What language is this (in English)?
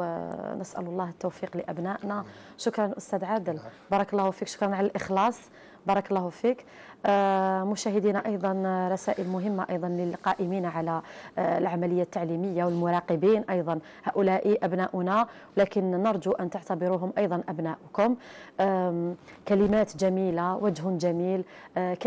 Arabic